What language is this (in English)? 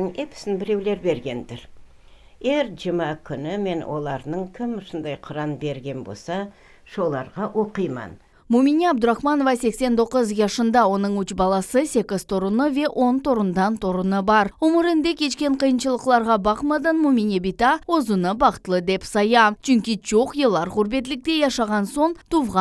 Crimean Tatar